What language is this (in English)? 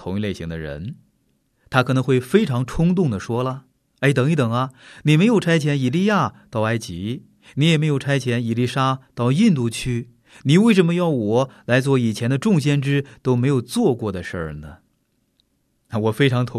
Chinese